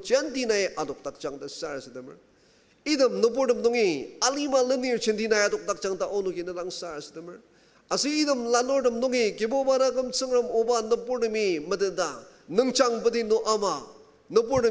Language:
Ao Naga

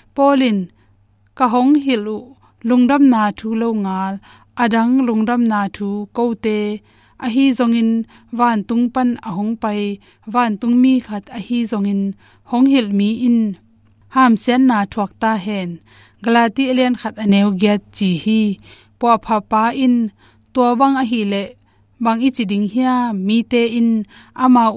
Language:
Tedim Chin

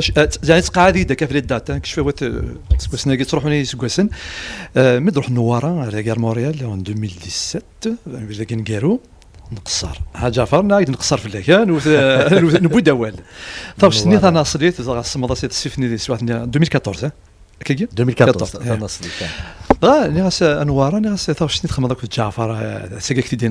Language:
Kabyle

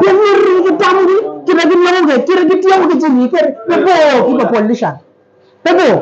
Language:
Acoli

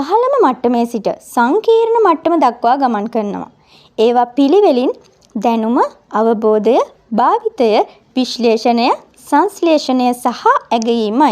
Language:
Sinhala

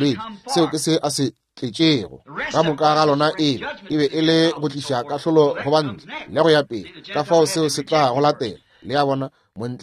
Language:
Northern Sotho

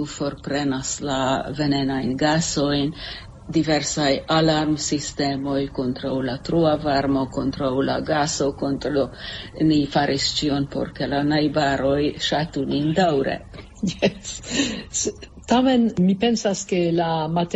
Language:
Esperanto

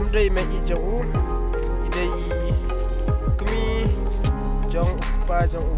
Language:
Khasi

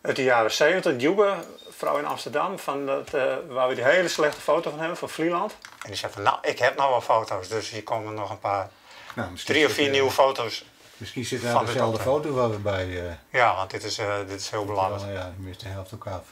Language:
Western Frisian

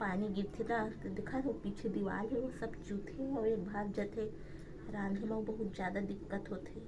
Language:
Chhattisgarhi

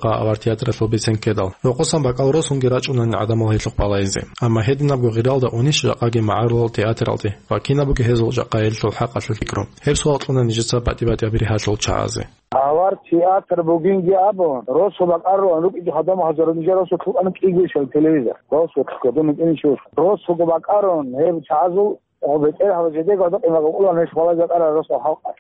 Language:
Avaric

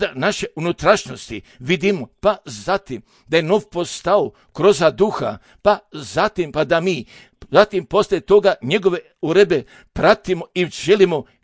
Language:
Serbian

